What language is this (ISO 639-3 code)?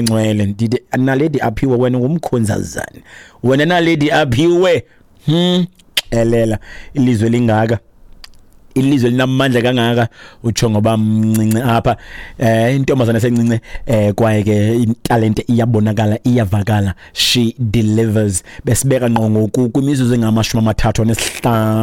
xho